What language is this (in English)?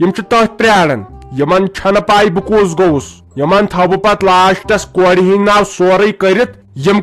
Kashmiri